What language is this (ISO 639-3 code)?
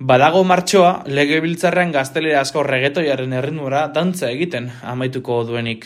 eus